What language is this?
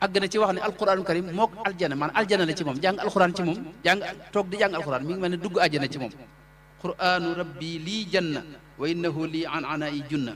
Wolof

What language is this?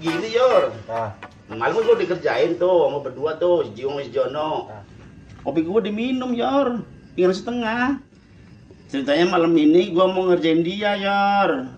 Betawi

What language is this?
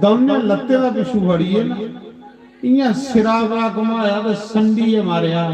Dogri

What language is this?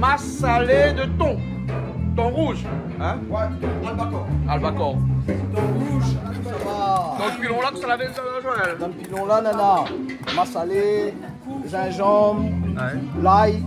Réunion Creole French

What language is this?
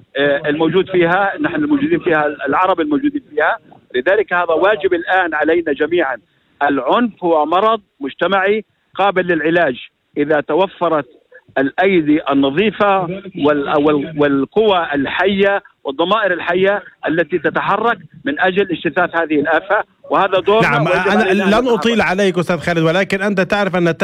North Levantine Arabic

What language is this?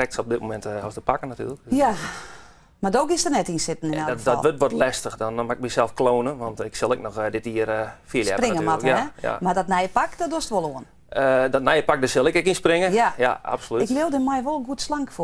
Western Frisian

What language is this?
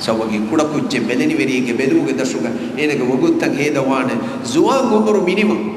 Divehi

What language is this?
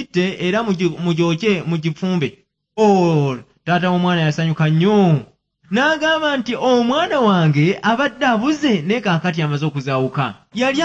Ganda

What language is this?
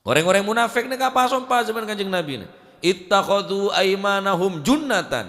Madurese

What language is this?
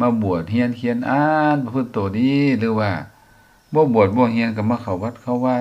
Lao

